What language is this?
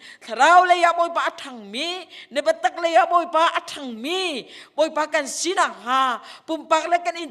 Hakha Chin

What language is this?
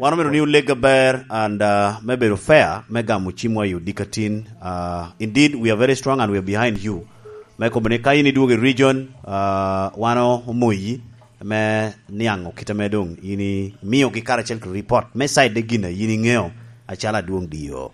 Lango (Uganda)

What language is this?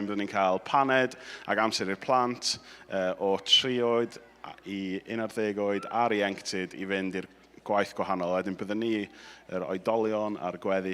Welsh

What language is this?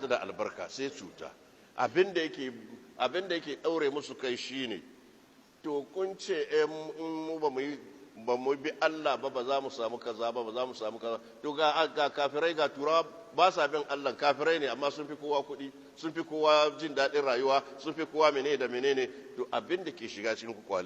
Hausa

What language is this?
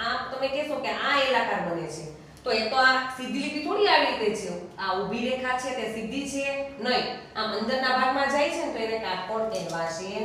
Gujarati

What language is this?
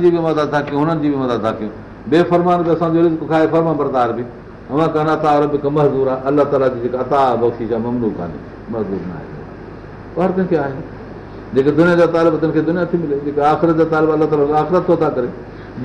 Sindhi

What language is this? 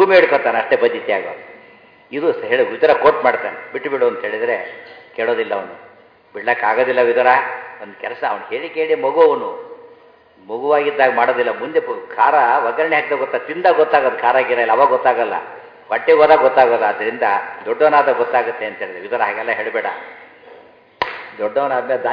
Kannada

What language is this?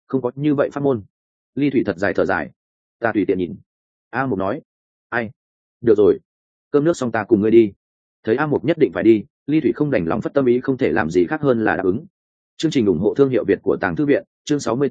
Vietnamese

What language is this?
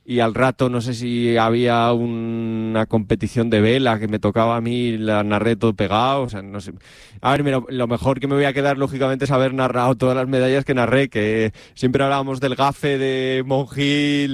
Spanish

